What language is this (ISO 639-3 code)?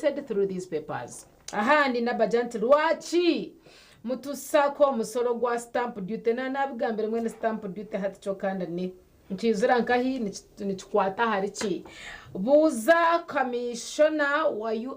nyn